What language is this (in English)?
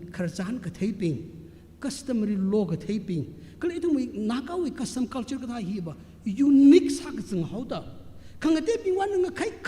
Tangkhul Naga (India)